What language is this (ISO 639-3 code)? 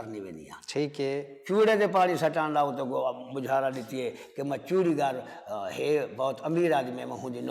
skr